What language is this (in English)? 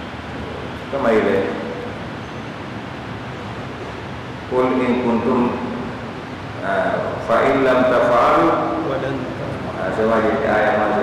Swahili